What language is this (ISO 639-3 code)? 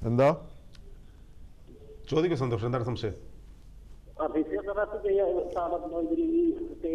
mal